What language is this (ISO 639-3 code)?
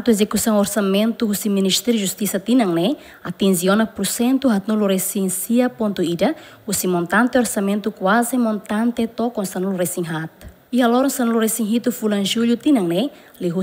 tet